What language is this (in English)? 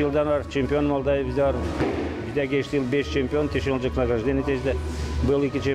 Gagauz